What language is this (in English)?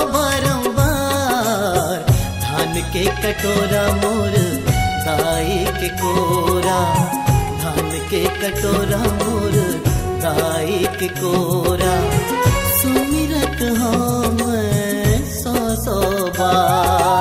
Chhattisgarhi